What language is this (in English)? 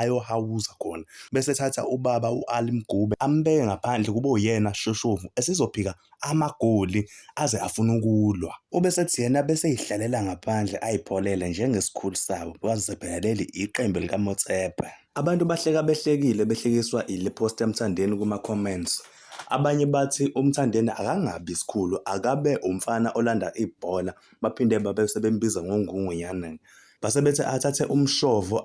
Zulu